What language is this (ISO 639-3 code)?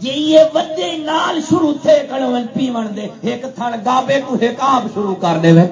skr